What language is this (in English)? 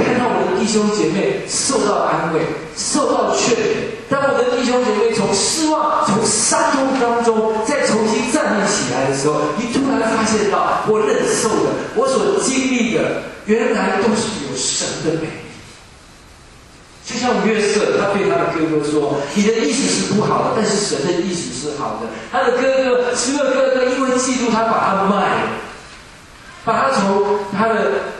Chinese